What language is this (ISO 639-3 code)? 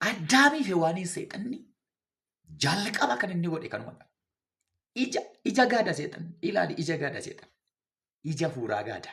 orm